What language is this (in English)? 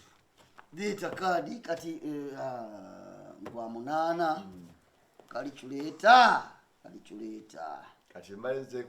Ganda